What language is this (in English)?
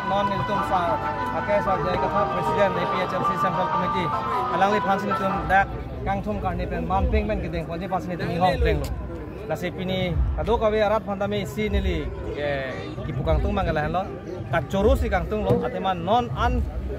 Karbi